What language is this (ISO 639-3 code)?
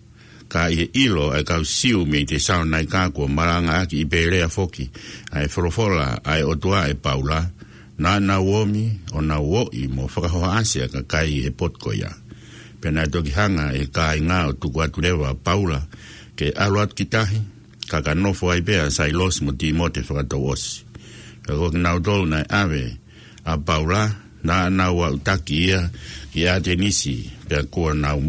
ton